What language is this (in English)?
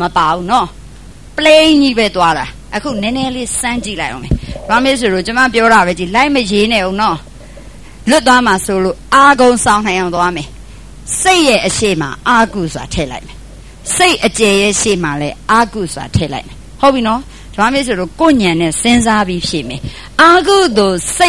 Burmese